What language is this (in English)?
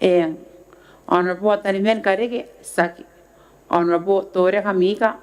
Gilbertese